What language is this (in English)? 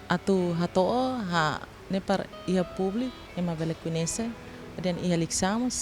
Tetum